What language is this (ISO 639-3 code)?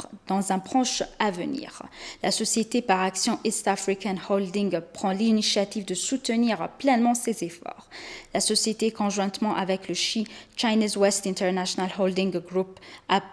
fra